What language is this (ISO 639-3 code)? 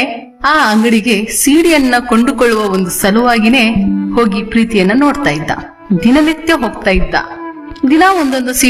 kan